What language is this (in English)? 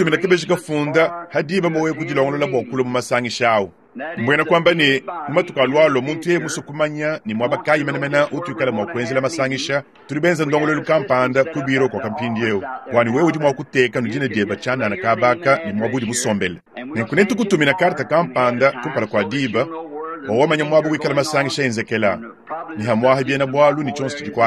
Luba-Lulua